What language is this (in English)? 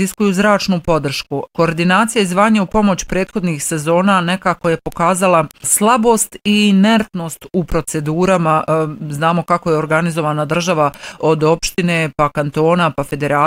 Bosnian